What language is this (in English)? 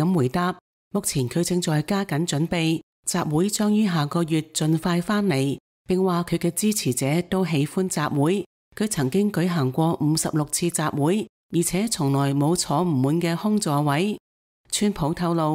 Cantonese